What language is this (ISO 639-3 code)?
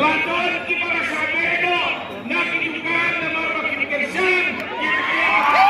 kha